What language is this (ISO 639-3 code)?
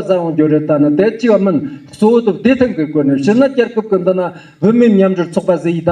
bod